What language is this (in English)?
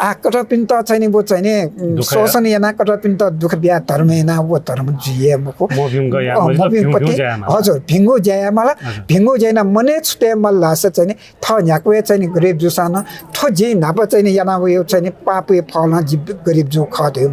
Newari